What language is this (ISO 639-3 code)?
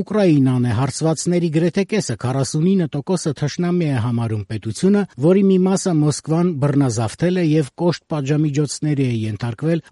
hye